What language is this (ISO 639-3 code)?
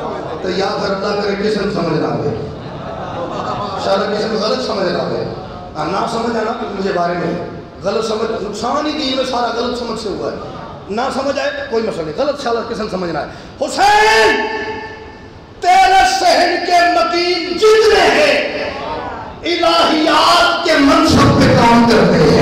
urd